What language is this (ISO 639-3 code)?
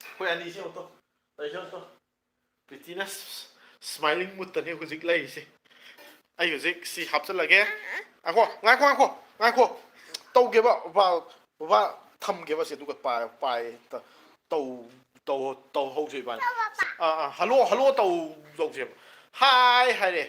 mni